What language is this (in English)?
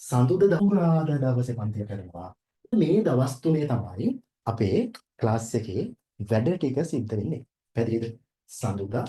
Sinhala